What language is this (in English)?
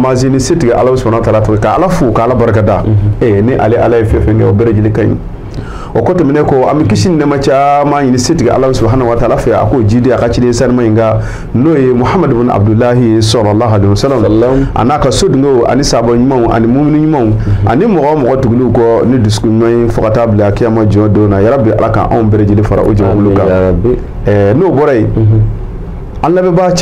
Bambara